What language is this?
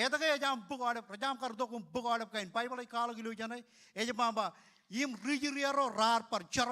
Marshallese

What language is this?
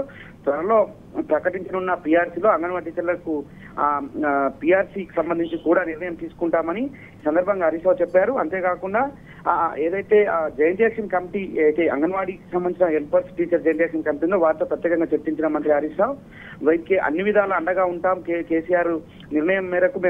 Telugu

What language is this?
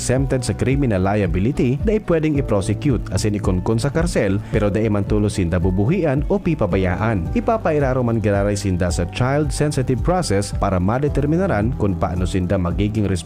Bikol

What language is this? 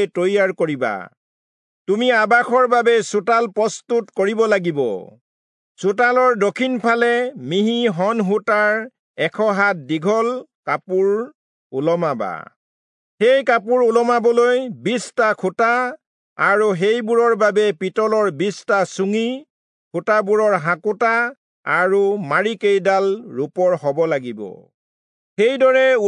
Assamese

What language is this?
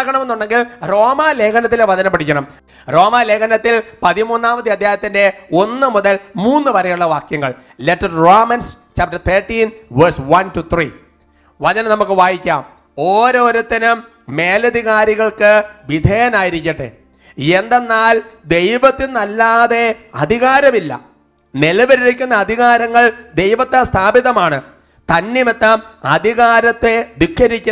Malayalam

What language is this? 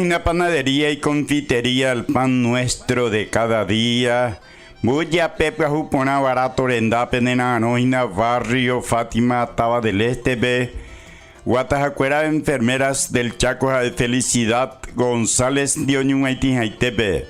Guarani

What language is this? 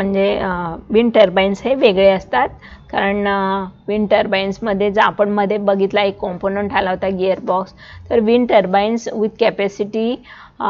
Marathi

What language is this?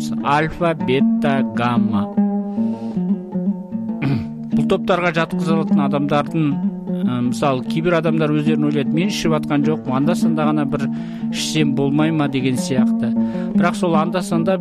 Kazakh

